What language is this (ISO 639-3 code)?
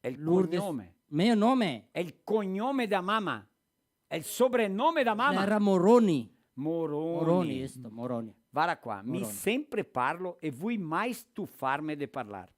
vec